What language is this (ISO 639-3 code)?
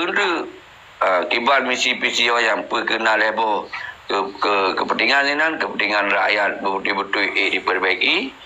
ace